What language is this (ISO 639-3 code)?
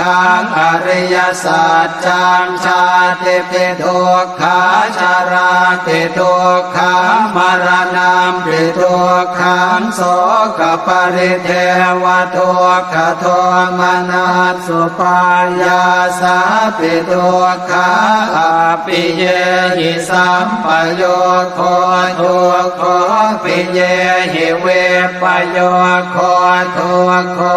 pli